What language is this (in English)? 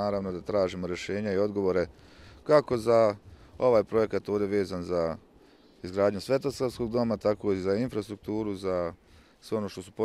Bosnian